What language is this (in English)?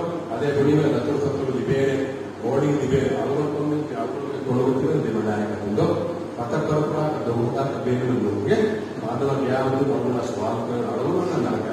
Divehi